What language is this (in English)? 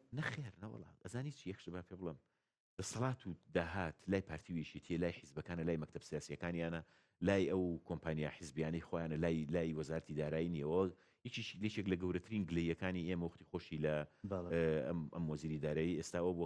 Central Kurdish